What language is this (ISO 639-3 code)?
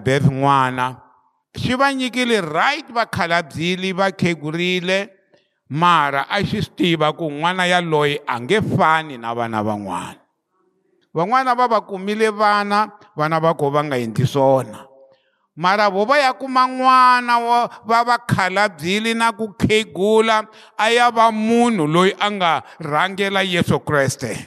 tso